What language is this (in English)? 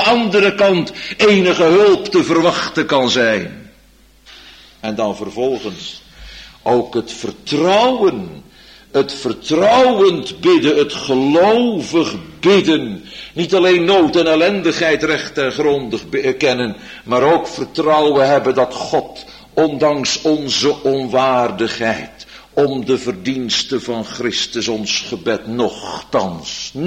Dutch